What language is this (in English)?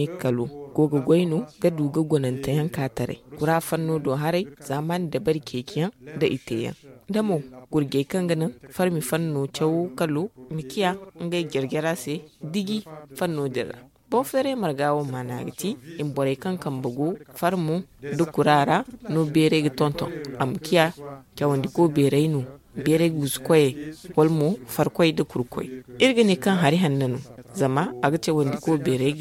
Zarma